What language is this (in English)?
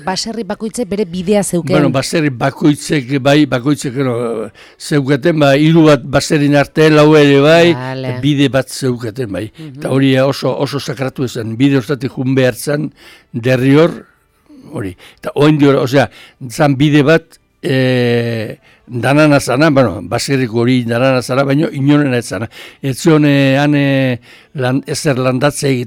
Basque